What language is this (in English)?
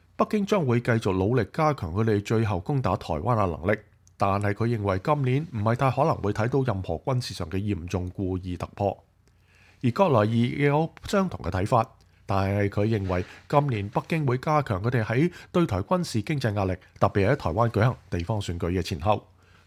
Cantonese